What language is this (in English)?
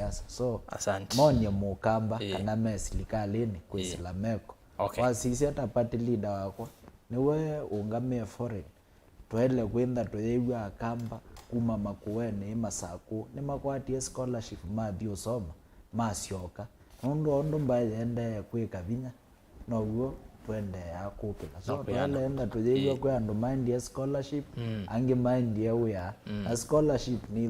Kamba